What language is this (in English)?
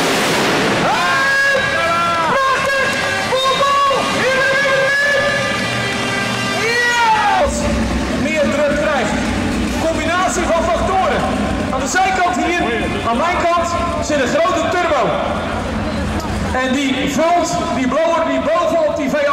Dutch